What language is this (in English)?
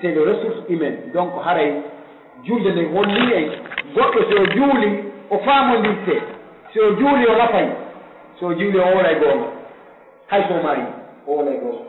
Pular